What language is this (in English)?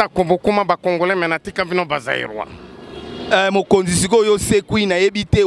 Lingala